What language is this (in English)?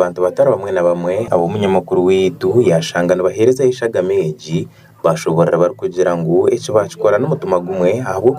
Nyankole